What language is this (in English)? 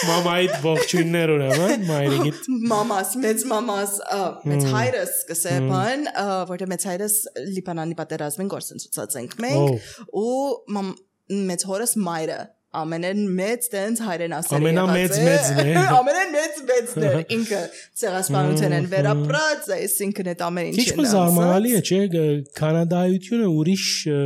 Armenian